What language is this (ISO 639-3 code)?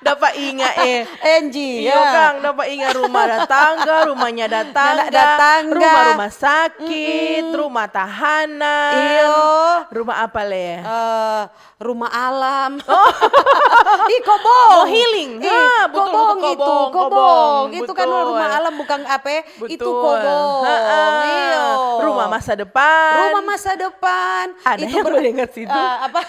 xmm